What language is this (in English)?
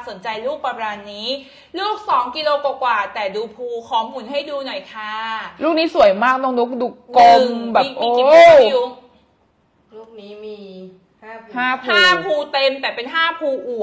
Thai